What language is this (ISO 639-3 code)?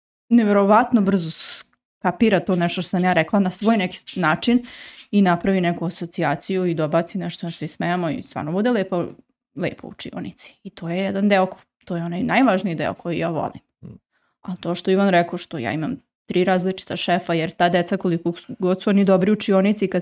srp